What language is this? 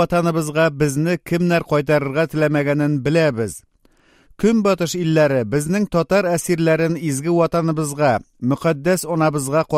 Tatar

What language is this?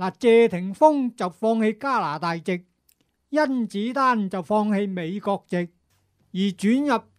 Cantonese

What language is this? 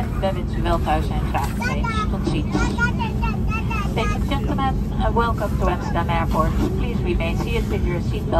Dutch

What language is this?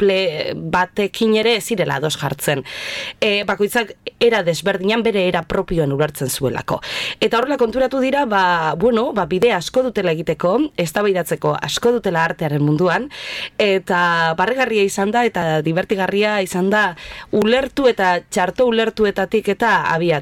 Basque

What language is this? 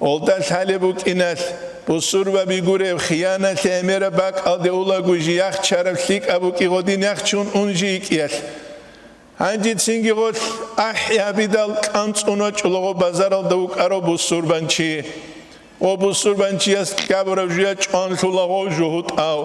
Avaric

